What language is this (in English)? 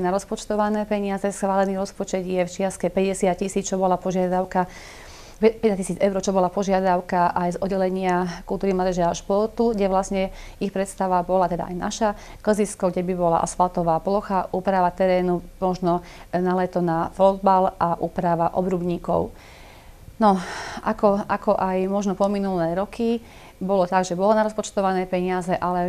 Slovak